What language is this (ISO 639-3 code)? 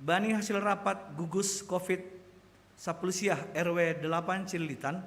bts